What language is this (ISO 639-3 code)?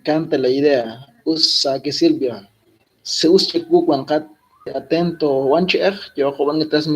kek